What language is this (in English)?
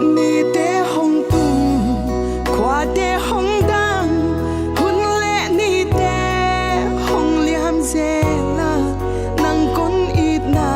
Paite Chin